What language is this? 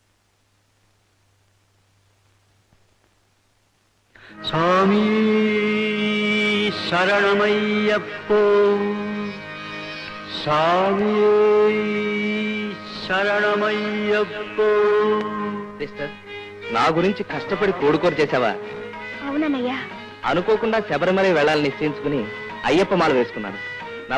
Telugu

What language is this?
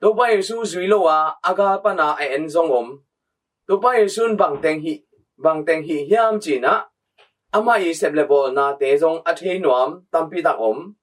Tedim Chin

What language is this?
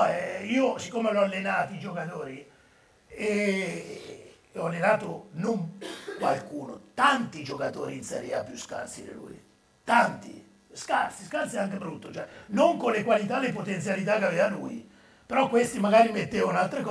Italian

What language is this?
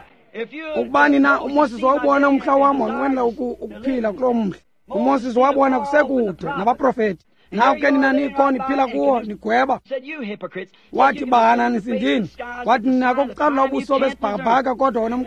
Xhosa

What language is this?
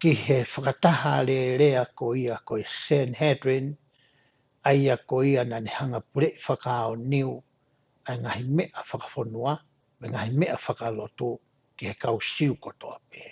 Tongan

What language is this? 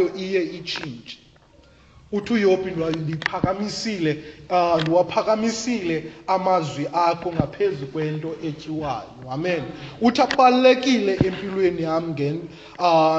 Xhosa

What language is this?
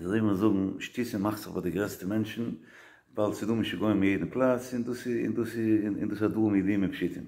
Yiddish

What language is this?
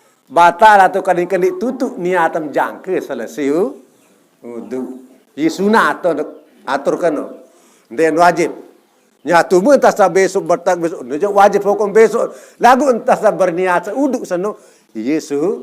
Sasak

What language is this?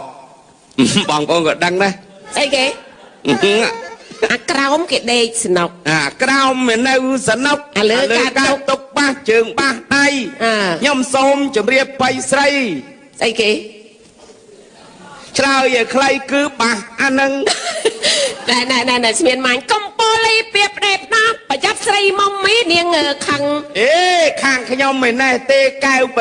Khmer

